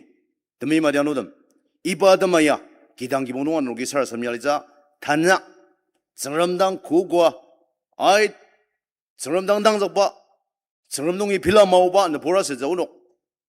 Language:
Ao Naga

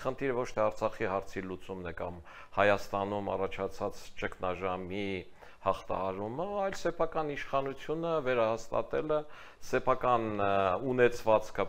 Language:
Armenian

